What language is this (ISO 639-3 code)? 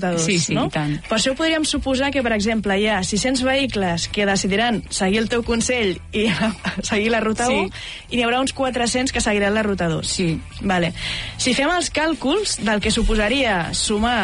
cat